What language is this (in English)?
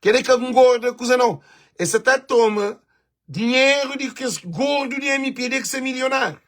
Kabuverdianu